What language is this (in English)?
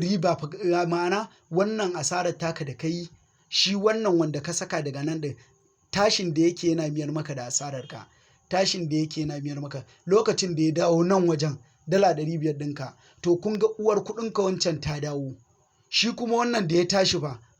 Hausa